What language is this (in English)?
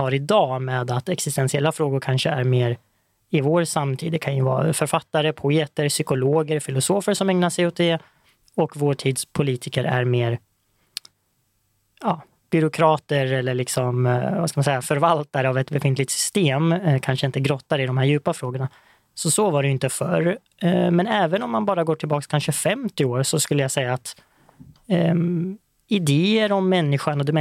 Swedish